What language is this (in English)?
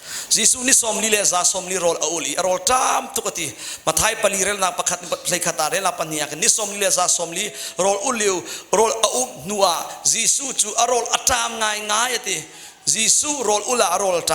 Hakha Chin